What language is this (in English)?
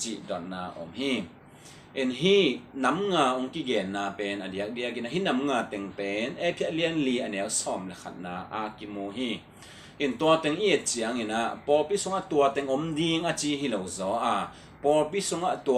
Tedim Chin